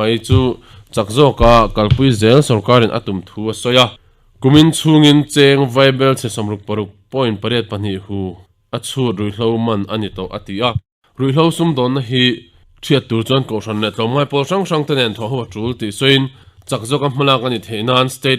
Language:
Mizo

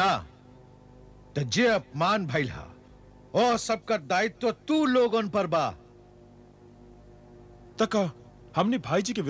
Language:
Bhojpuri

